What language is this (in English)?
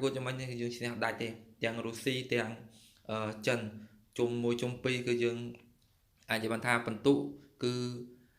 Khmer